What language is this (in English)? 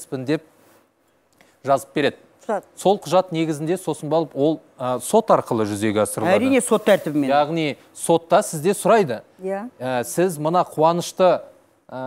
Kazakh